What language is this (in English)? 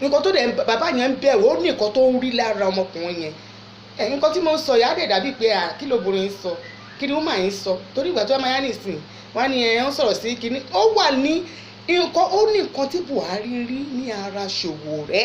Yoruba